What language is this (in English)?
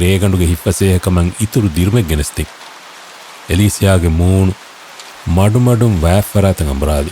Divehi